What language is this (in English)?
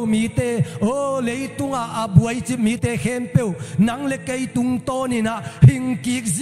Tedim Chin